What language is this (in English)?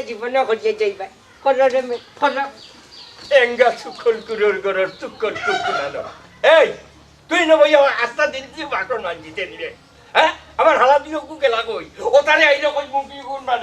Sylheti